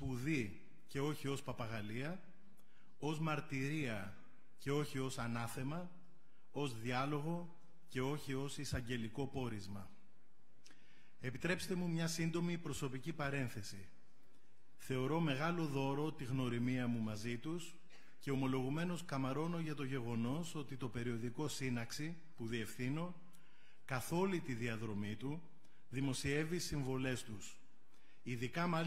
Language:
Greek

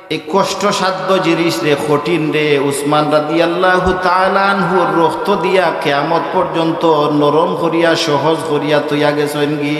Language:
Sylheti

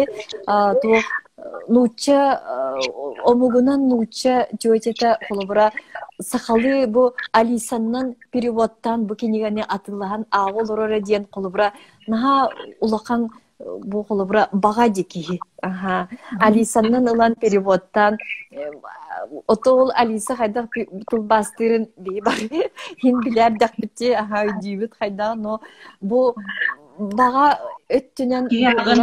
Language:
Yakut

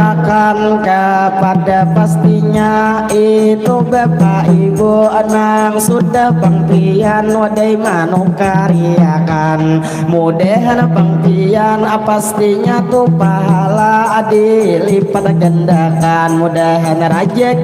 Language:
Banjar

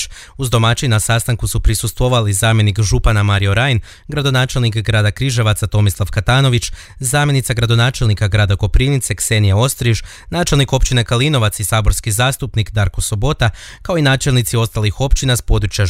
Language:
Croatian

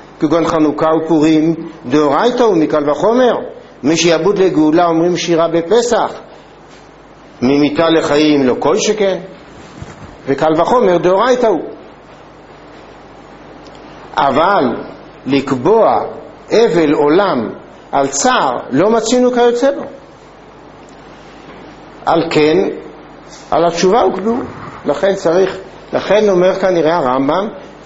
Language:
Hebrew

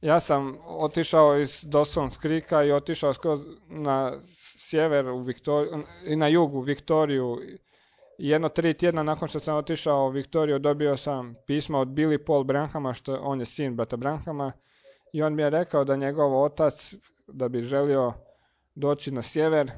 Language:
Croatian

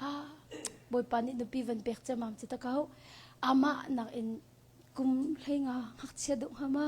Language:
Hakha Chin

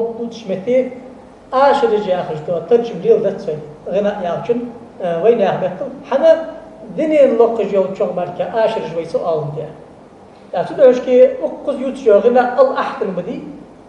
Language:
Ingush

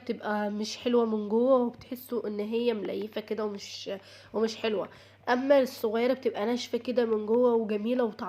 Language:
Egyptian Arabic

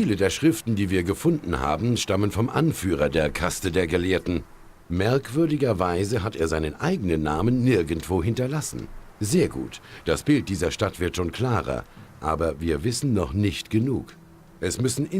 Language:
Bavarian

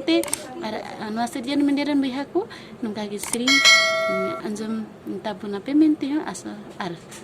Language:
Santali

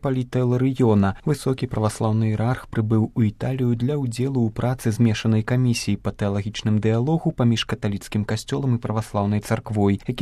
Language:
Belarusian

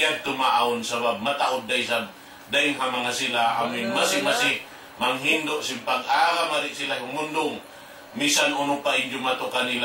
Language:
Tausug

